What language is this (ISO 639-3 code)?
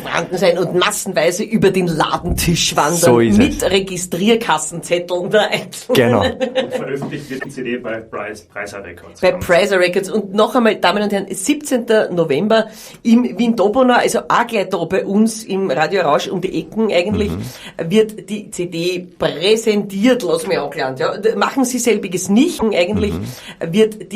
bar